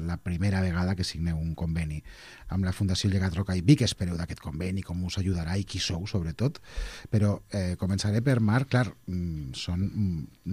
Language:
Catalan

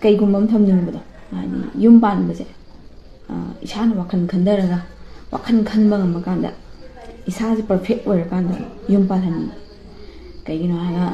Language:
Manipuri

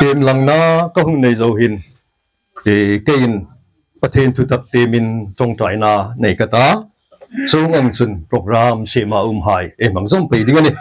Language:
Hmar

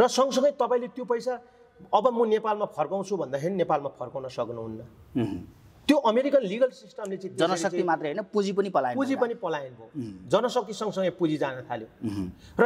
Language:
Nepali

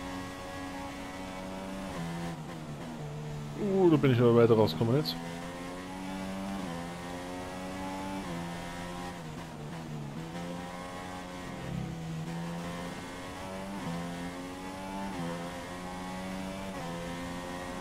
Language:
German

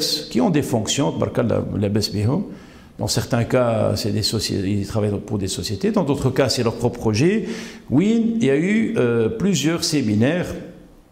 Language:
French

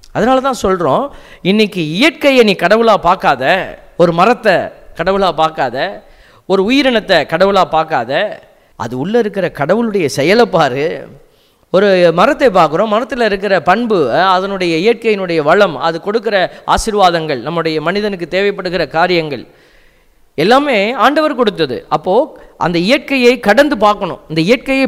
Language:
Tamil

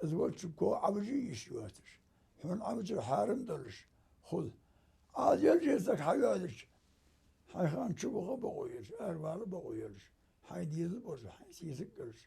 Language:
Ingush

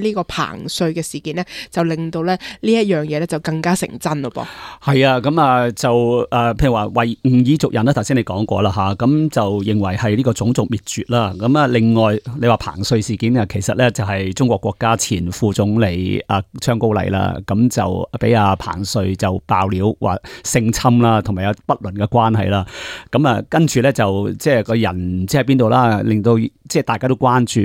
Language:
Cantonese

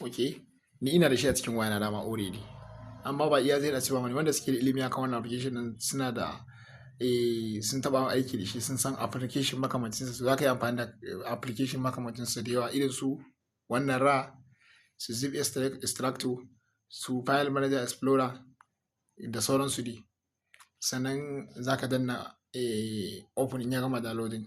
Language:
Hausa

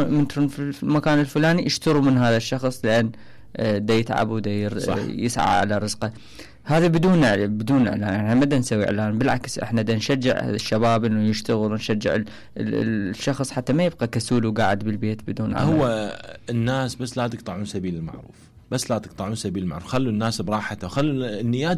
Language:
Mesopotamian Arabic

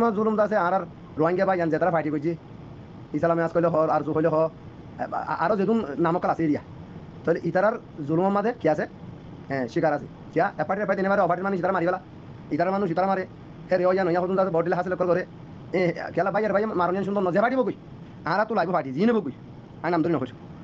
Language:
Rohingya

